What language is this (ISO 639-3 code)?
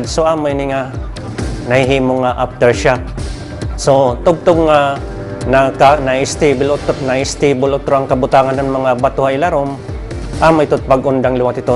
war